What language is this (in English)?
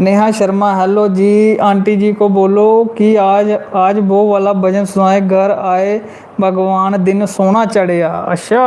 Dogri